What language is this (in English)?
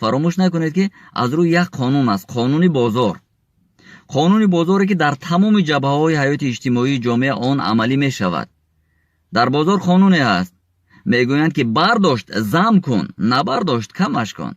Tajik